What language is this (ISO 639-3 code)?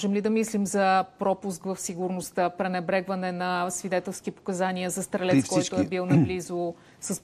bul